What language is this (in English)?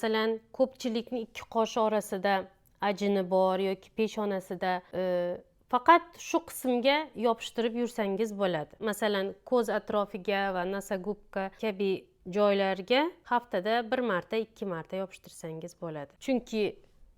Uzbek